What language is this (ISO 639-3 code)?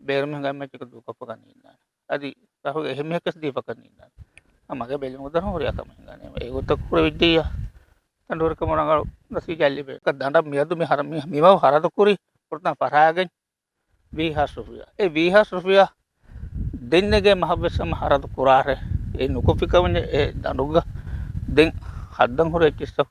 div